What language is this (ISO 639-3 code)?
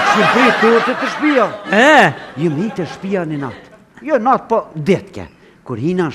sqi